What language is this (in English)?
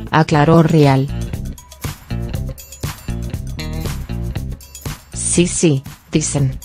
Spanish